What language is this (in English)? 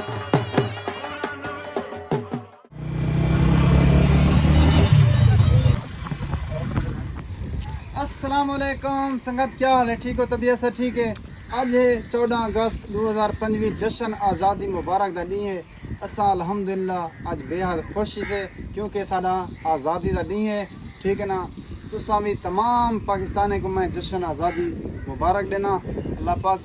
Saraiki